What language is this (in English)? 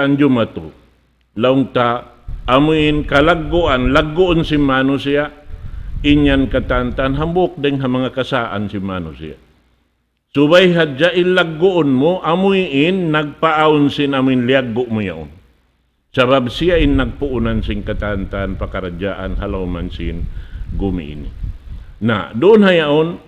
Tausug